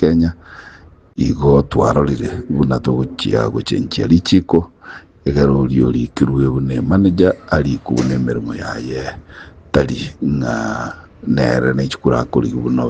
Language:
Gusii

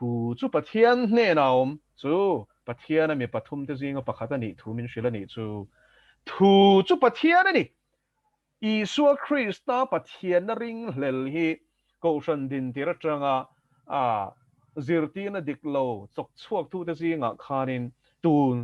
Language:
Mizo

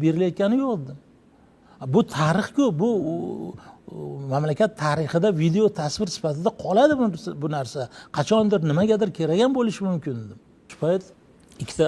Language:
Uzbek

